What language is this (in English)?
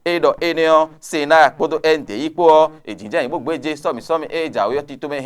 Fon